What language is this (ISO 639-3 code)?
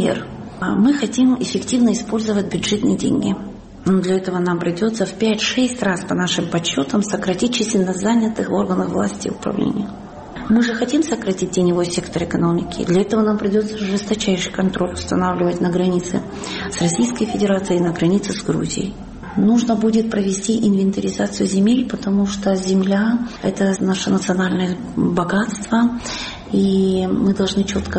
rus